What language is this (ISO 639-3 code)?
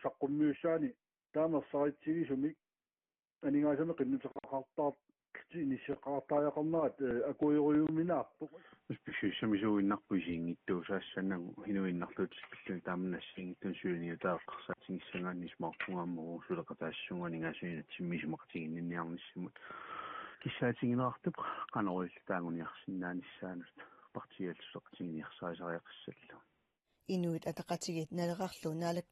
kal